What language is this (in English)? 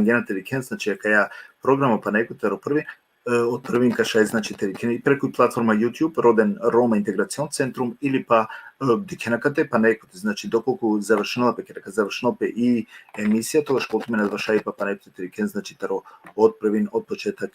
Balkan Romani